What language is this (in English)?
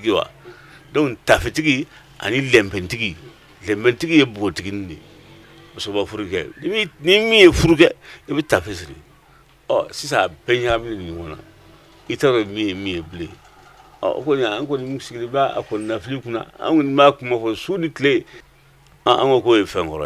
Bambara